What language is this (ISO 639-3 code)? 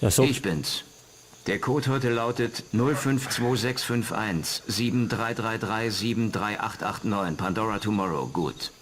bar